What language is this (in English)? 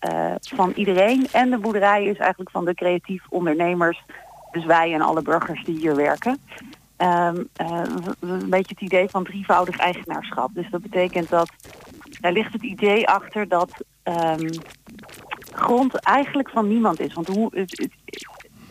Dutch